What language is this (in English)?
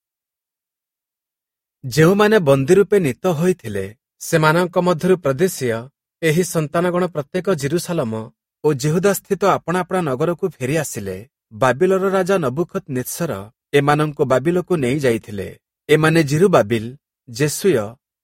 Odia